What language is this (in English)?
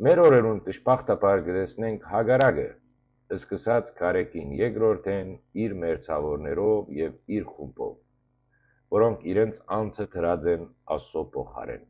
Western Armenian